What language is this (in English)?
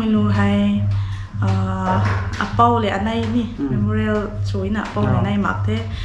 Rongmei Naga